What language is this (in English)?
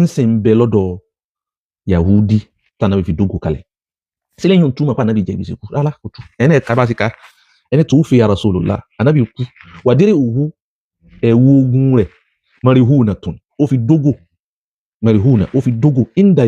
Yoruba